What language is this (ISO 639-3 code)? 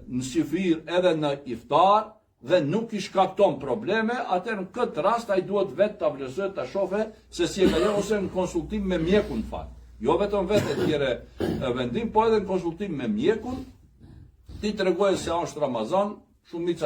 sqi